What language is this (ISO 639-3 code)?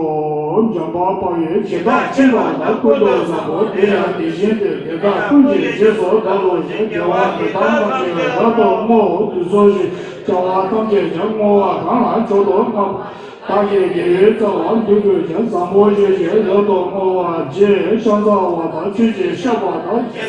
bod